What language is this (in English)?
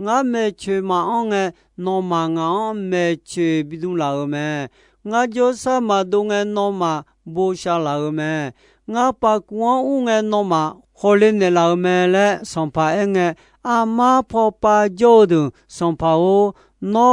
Akha